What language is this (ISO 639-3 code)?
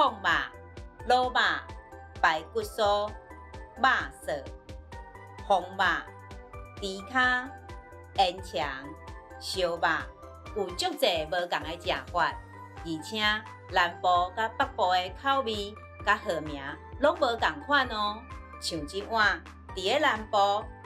nan